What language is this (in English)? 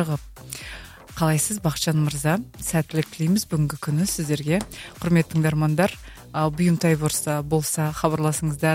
Kazakh